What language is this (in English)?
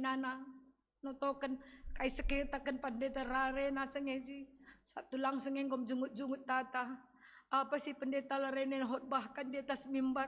Batak Karo